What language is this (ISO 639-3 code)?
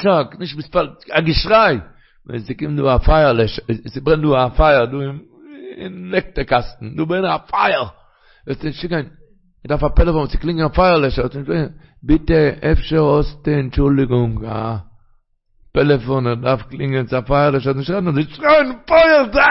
yid